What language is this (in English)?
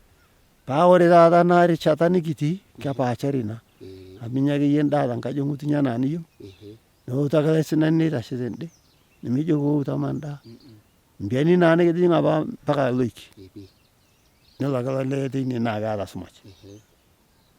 Masai